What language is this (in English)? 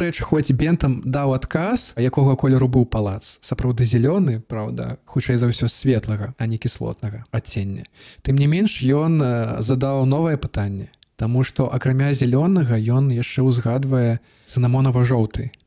Belarusian